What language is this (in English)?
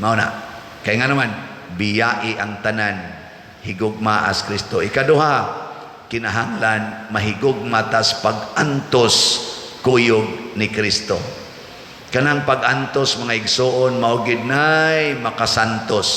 Cebuano